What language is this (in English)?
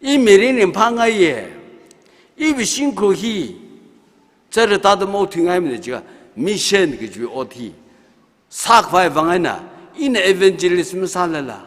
Tangkhul Naga (India)